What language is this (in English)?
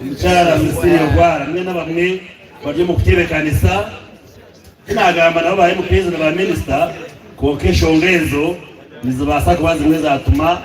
Nyankole